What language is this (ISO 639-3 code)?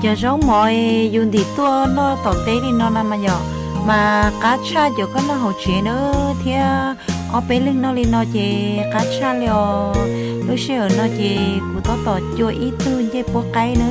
hmn